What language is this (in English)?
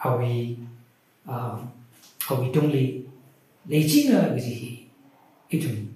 Tangkhul Naga (India)